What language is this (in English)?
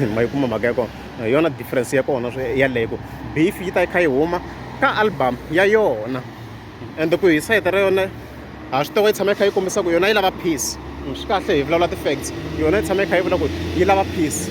Tsonga